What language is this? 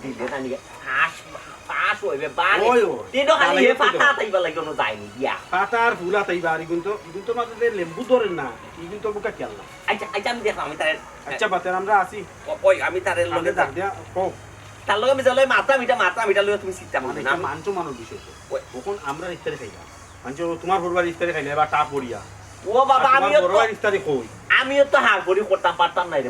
Sylheti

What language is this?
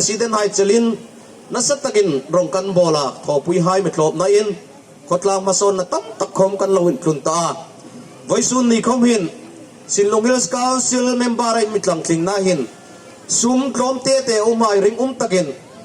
Hmar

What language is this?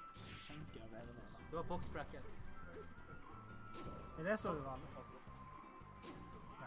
Norwegian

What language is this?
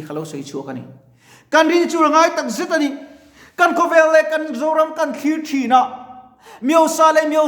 Mizo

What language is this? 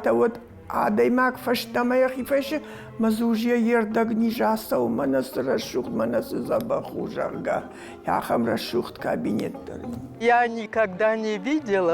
Ossetic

